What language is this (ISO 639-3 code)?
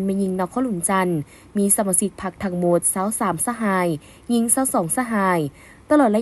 lao